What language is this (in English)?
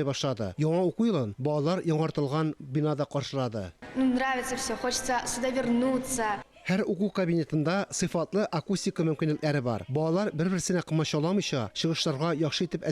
Tatar